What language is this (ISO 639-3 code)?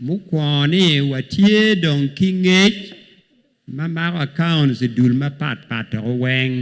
ach